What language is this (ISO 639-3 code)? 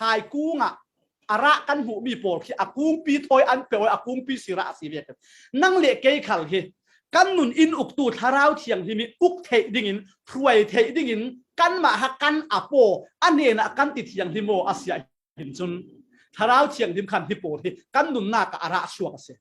cfm